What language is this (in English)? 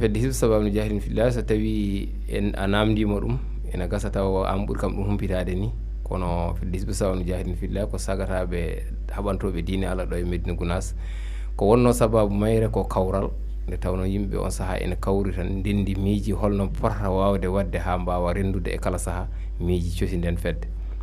Fula